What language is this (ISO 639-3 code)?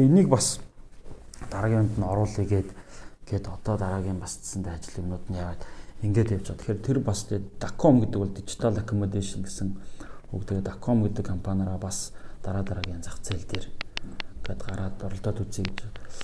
mon